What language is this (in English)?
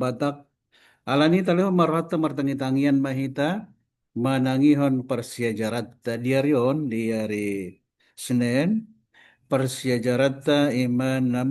Batak Toba